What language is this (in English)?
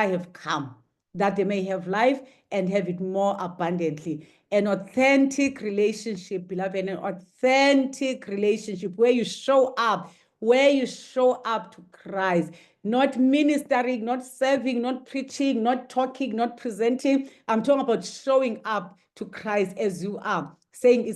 English